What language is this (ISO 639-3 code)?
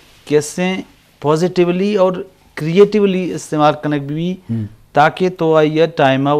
bgp